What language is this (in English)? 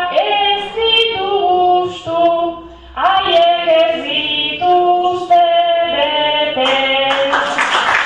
Basque